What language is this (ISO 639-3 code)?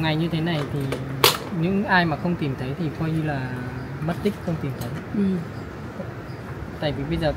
vie